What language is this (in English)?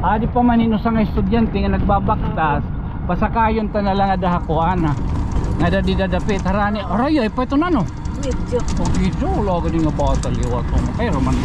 Waray